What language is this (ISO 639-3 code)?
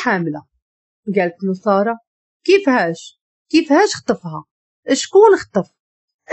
ary